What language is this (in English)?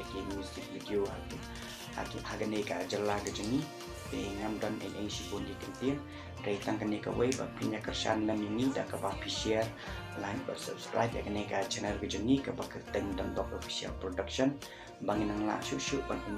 Khasi